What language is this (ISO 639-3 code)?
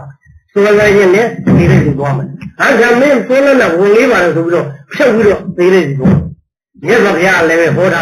mya